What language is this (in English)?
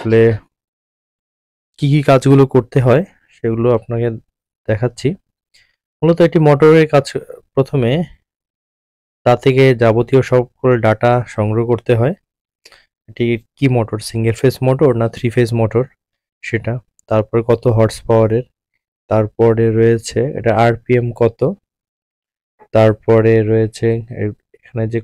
Bangla